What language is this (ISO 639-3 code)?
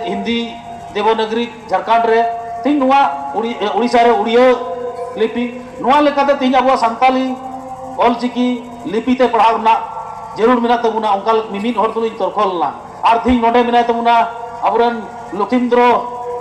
sat